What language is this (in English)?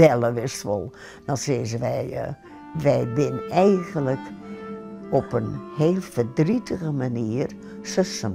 Western Frisian